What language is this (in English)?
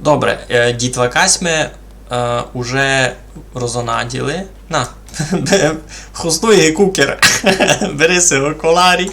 Rusyn